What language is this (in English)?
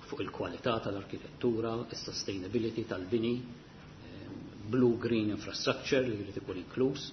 Maltese